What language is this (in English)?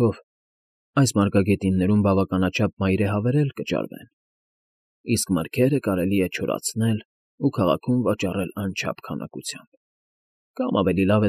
Armenian